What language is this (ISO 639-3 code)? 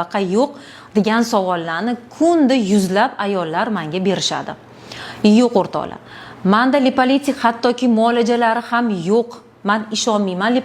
uzb